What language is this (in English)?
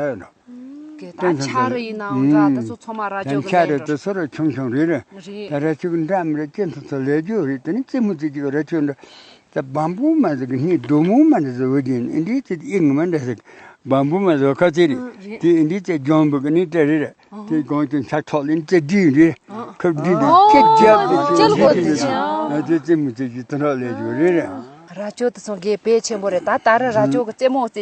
Tibetan